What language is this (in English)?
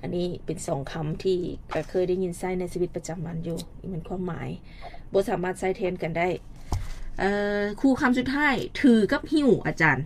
Lao